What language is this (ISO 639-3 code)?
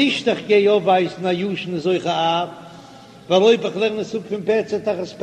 yid